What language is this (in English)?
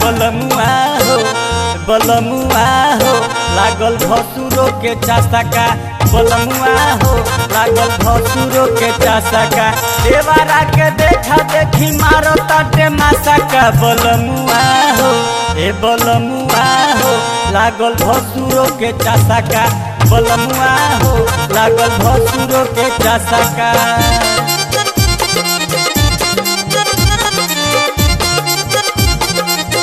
Bhojpuri